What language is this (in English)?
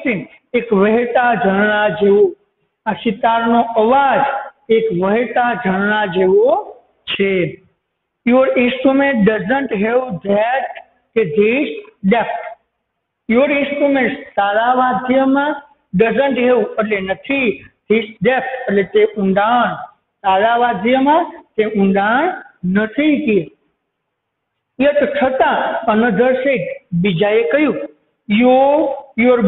Gujarati